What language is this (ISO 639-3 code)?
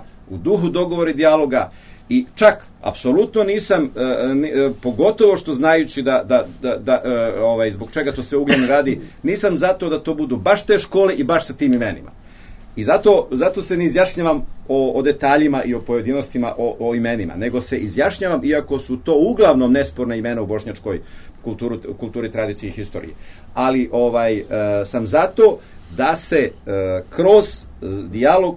srp